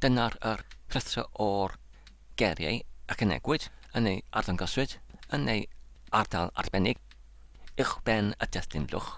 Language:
Welsh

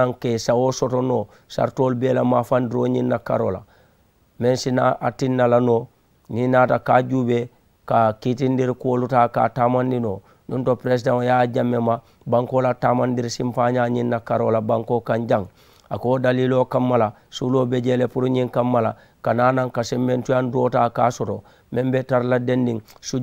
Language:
Mandingo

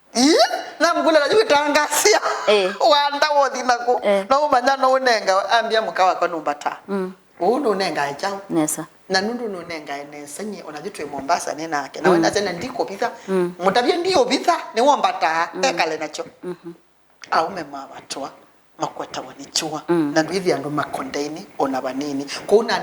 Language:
Kamba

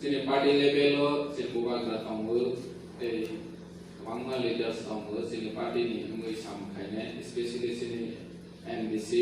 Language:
Kok Borok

